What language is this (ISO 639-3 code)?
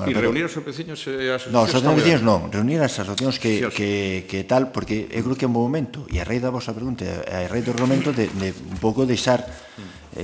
glg